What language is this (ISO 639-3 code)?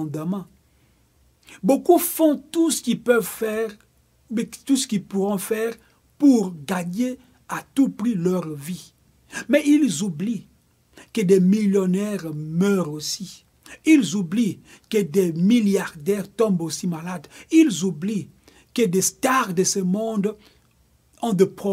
fra